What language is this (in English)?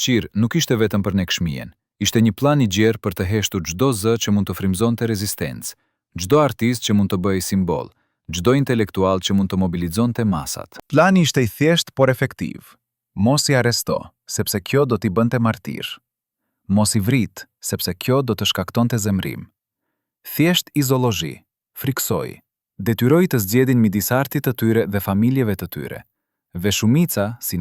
Albanian